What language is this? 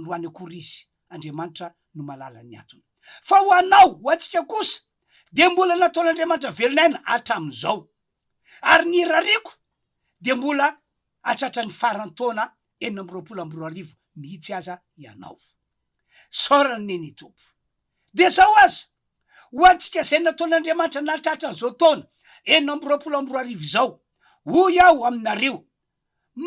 Malagasy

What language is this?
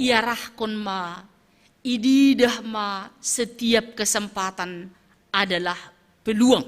Batak Simalungun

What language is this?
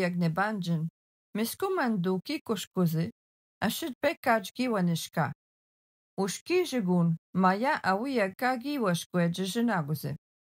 Algonquin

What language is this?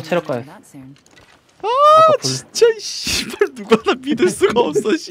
Korean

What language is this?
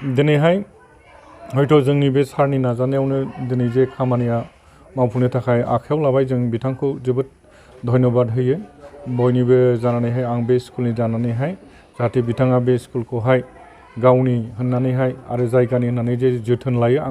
Bodo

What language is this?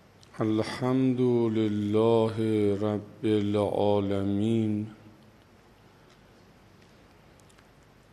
Persian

